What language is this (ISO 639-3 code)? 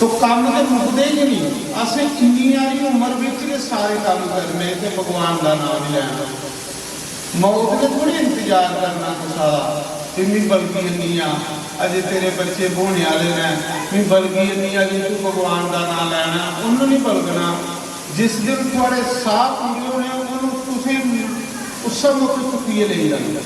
doi